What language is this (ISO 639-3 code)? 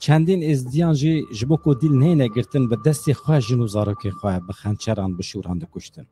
kur